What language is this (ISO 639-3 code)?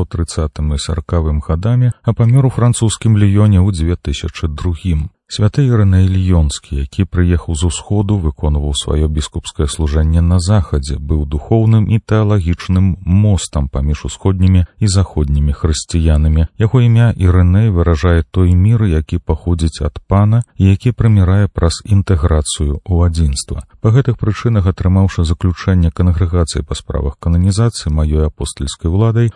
bel